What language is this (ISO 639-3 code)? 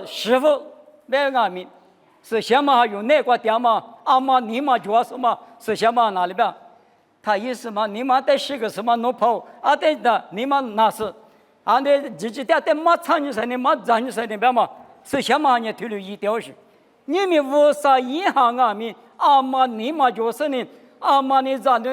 lis